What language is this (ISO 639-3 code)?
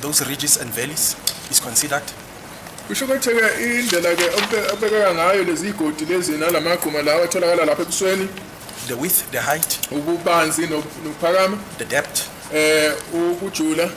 zul